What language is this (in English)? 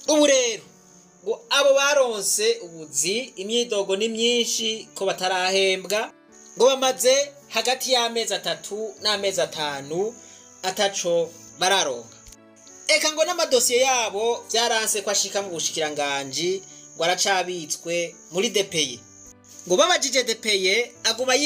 Rundi